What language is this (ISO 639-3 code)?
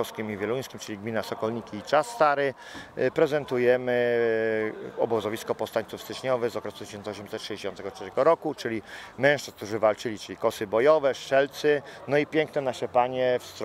pol